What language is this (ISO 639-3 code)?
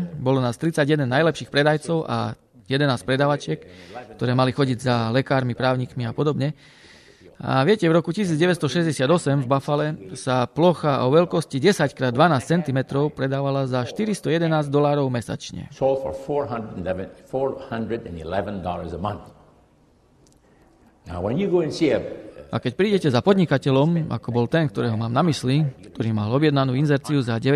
slk